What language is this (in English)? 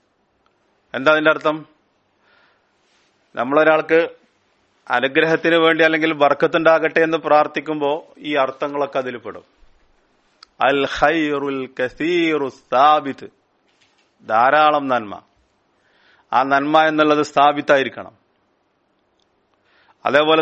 Malayalam